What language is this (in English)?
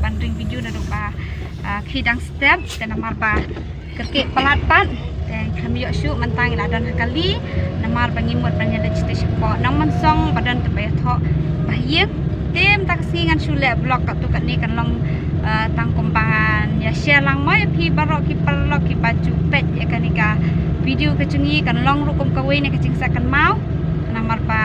Khasi